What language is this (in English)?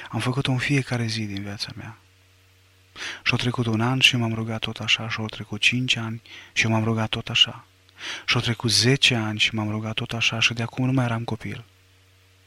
Romanian